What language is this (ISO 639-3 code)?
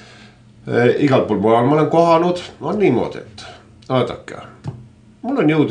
est